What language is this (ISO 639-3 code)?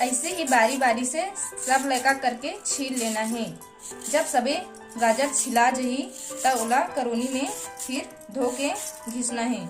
hne